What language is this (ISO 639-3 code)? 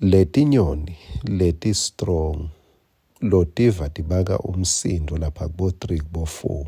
ssw